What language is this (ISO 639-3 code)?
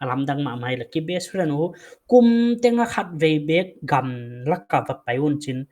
pck